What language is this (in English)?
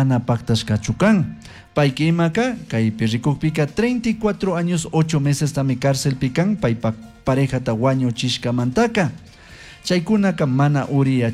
Chimborazo Highland Quichua